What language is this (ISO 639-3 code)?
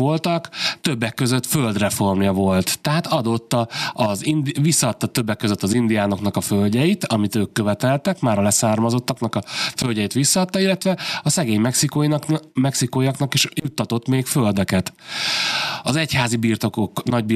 hun